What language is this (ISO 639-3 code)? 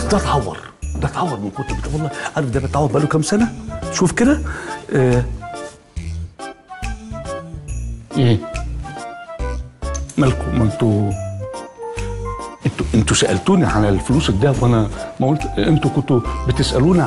arz